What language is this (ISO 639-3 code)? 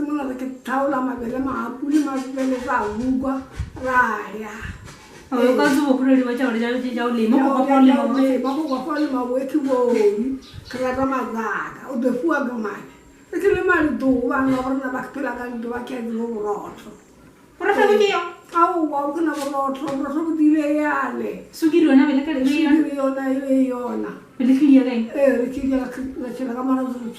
nso